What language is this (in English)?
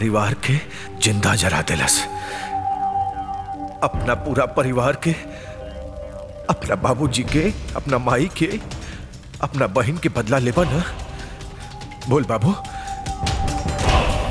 Bhojpuri